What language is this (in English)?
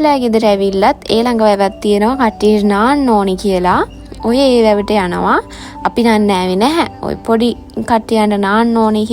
Sinhala